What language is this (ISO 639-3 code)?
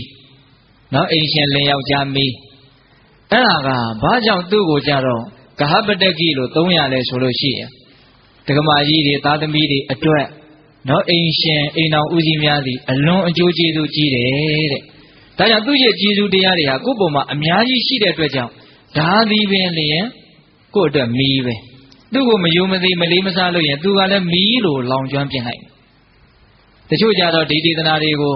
mya